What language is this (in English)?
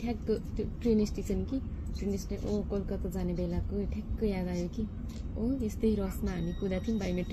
Nepali